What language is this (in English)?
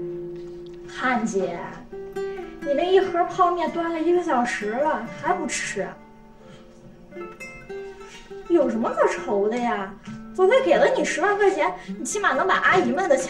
Chinese